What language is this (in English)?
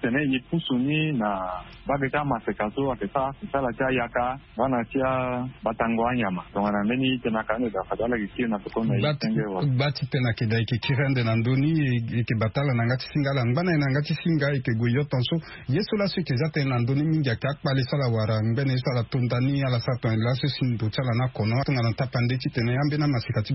Sango